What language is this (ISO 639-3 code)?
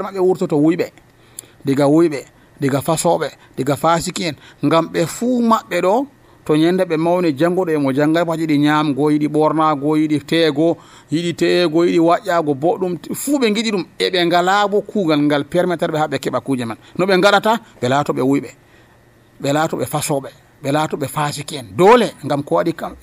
fuv